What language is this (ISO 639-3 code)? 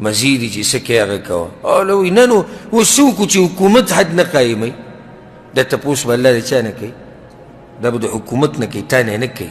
pus